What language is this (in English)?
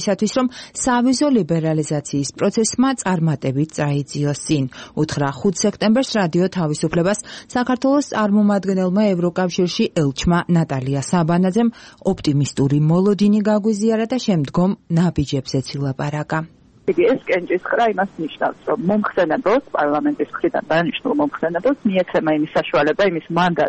Georgian